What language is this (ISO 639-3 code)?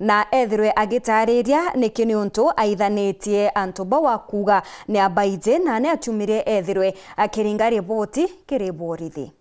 mer